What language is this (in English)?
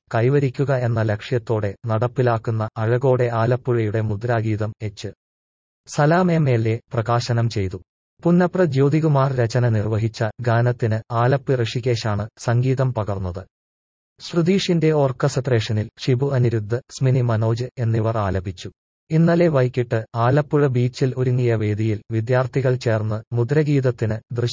Malayalam